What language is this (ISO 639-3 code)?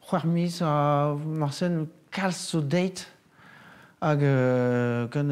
bre